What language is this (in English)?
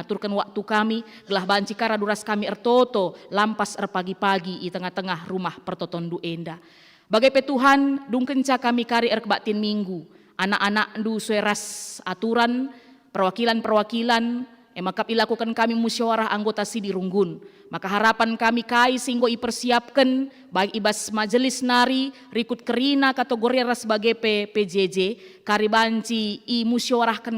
Batak Karo